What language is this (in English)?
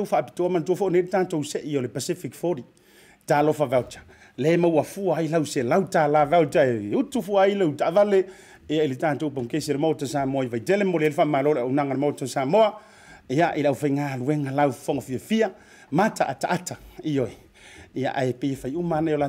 Samoan